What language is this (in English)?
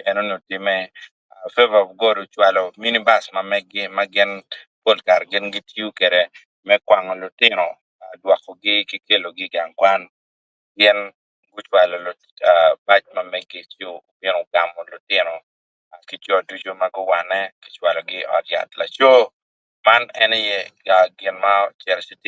Acoli